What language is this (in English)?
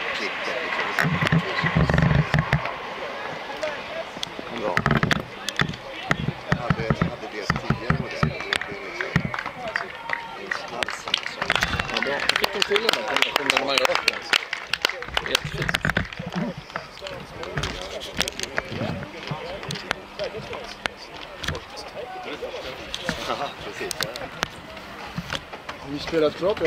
Swedish